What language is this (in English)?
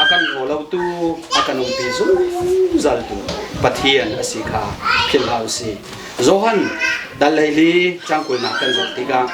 Hakha Chin